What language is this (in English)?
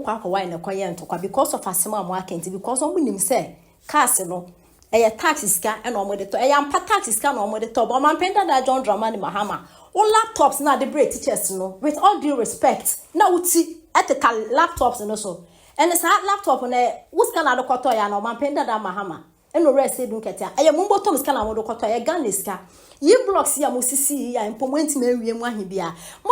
Akan